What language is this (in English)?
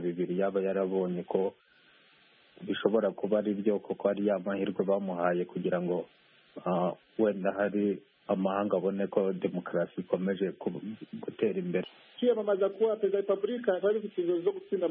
Kinyarwanda